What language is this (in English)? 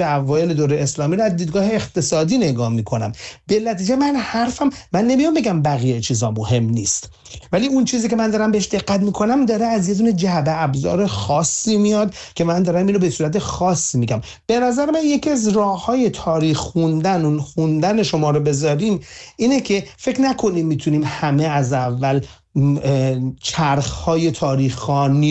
Persian